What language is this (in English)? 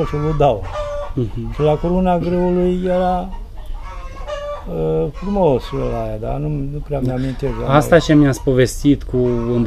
Romanian